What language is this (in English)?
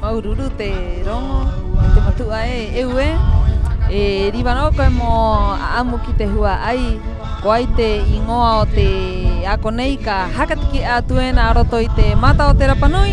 Rapanui